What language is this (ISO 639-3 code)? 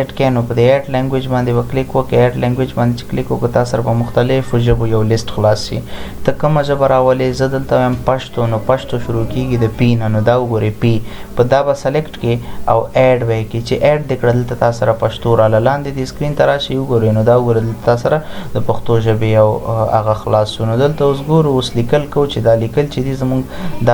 pus